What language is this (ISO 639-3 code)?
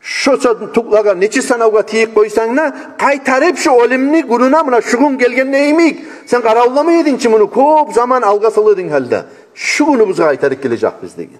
kum